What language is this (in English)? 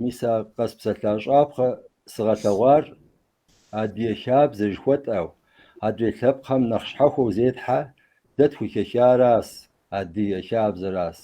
Kabardian